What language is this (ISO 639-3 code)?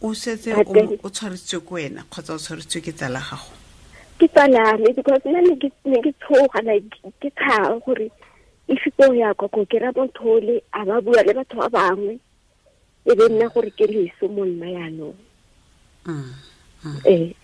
tsn